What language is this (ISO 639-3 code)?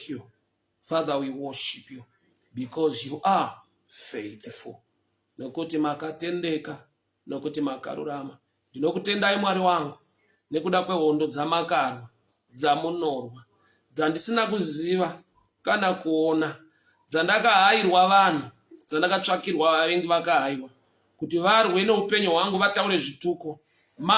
sna